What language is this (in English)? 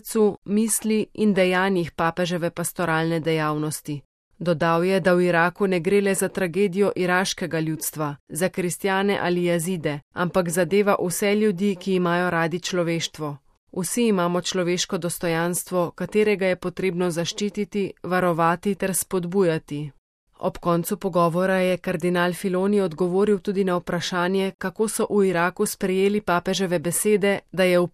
Slovenian